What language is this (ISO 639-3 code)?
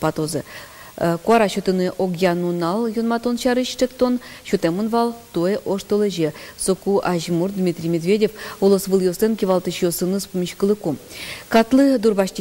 udm